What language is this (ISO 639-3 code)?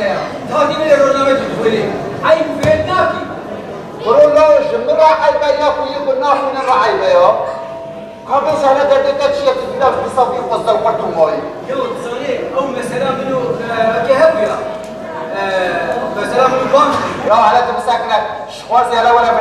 kur